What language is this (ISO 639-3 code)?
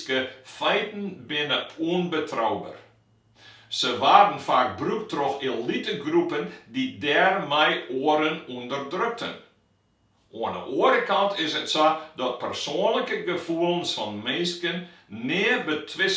fry